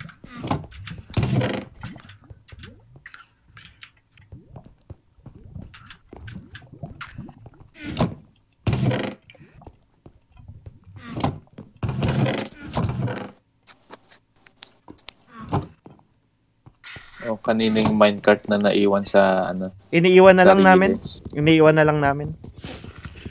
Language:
Filipino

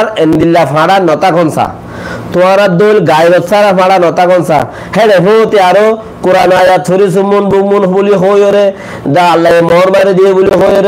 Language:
Rohingya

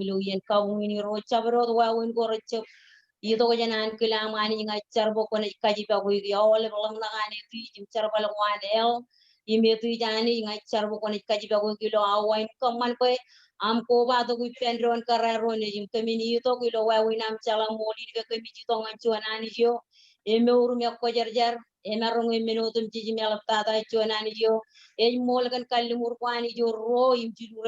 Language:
Marshallese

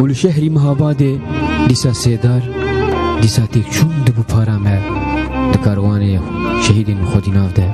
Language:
Kurdish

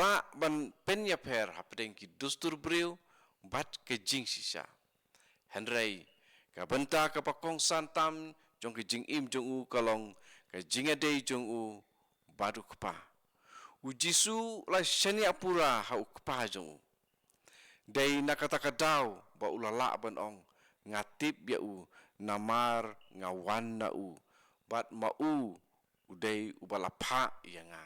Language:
Khasi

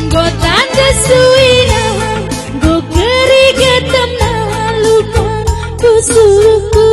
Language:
Batak Karo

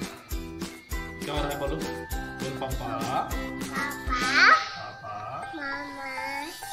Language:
Hindi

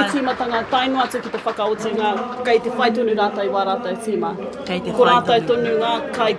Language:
Māori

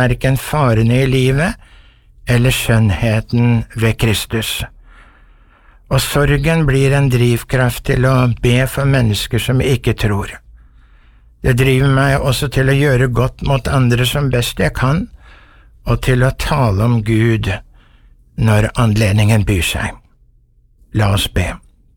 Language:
Norwegian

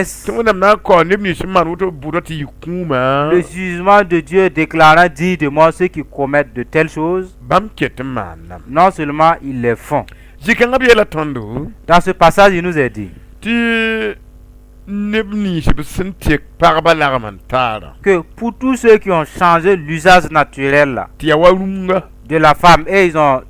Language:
Mossi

